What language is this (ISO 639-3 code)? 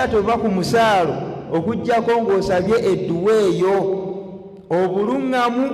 lug